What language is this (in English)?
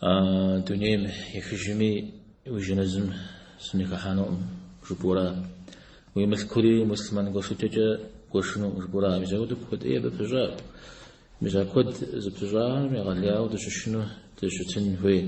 Kabardian